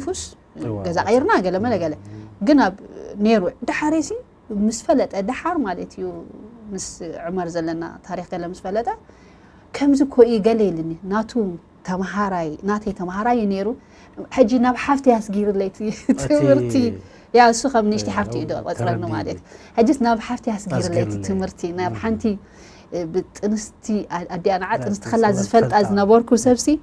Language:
Tigrinya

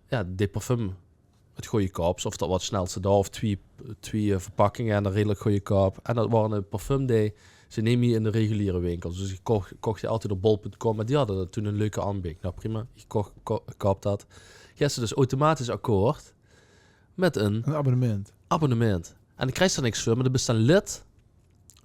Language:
Limburgish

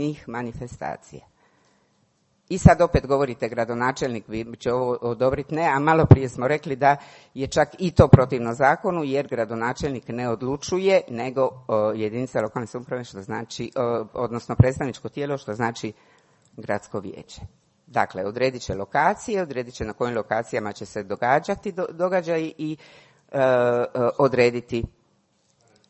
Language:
Croatian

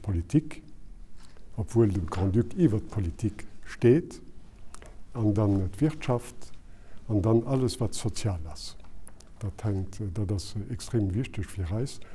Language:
Luxembourgish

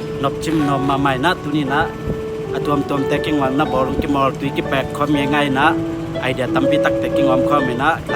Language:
Tedim Chin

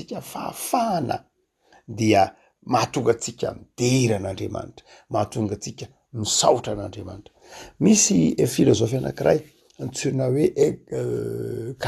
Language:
Malagasy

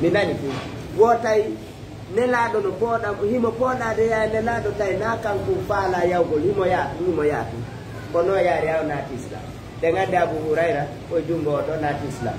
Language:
Fula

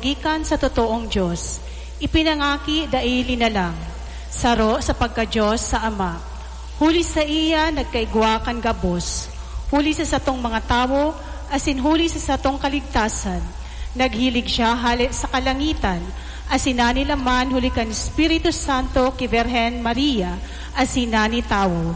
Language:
Bikol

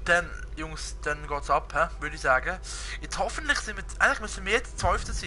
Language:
Swiss German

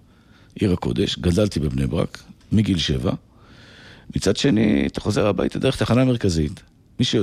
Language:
Hebrew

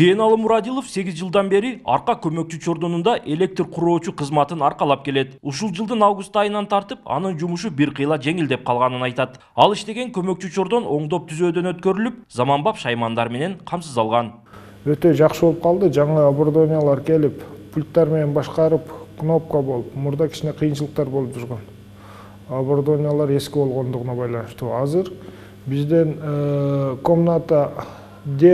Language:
Kyrgyz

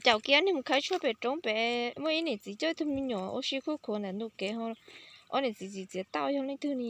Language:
Hmong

